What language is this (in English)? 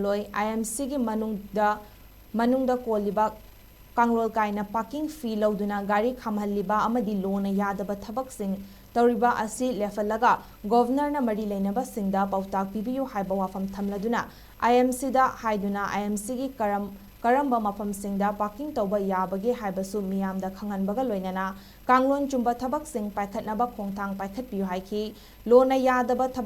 Manipuri